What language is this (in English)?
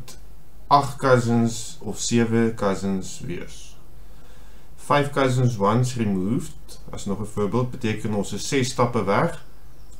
Afrikaans